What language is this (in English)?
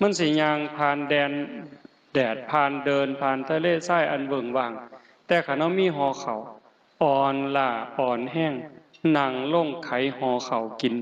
Northeastern Thai